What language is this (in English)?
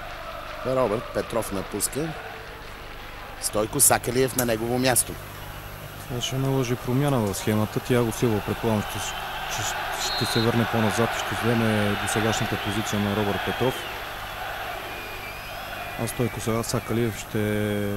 Bulgarian